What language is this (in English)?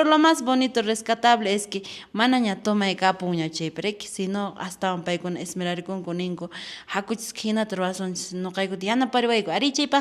Quechua